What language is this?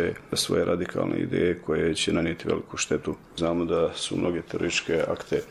Bosnian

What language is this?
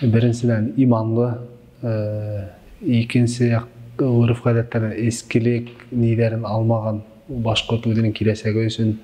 Bashkir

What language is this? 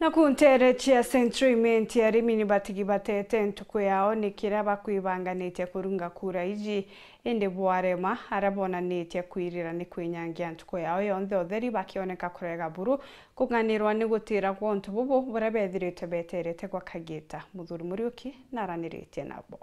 Meru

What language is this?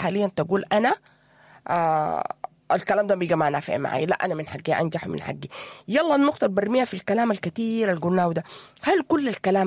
Sudanese Arabic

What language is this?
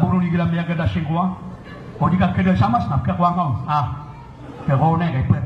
Maranao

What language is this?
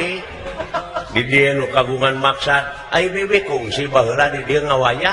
Sundanese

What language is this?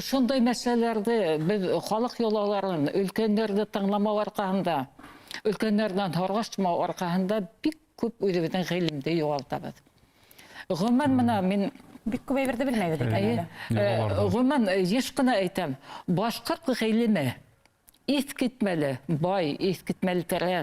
Bashkir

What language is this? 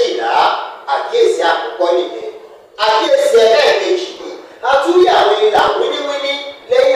Yoruba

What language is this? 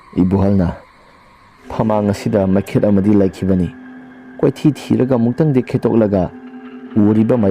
Manipuri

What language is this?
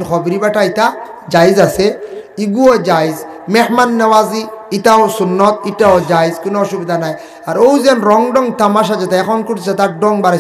Sylheti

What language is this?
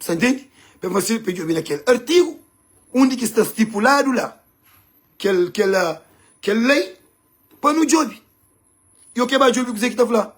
Kabuverdianu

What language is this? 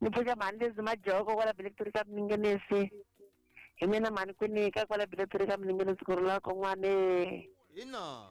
Tsonga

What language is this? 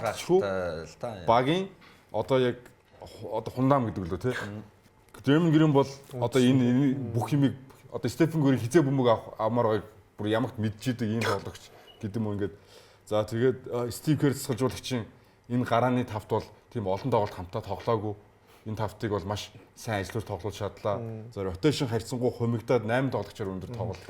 Mongolian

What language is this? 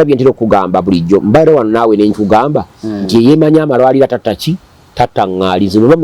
Ganda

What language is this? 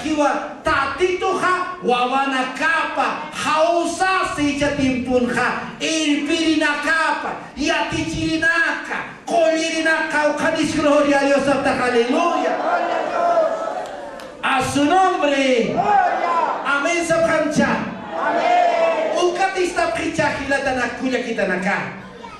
Aymara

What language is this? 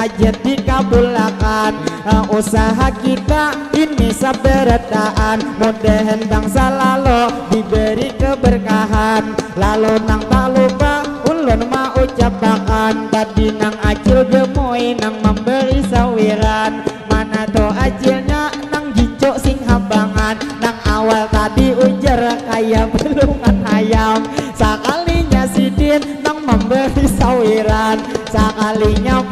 Banjar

